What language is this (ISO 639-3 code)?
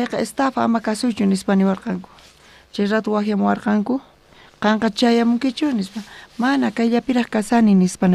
quh